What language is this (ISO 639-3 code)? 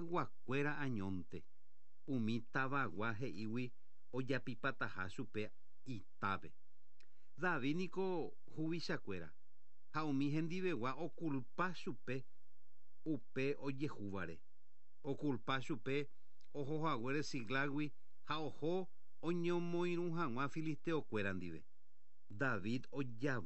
grn